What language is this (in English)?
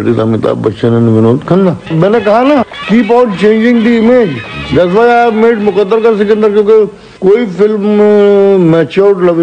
Hindi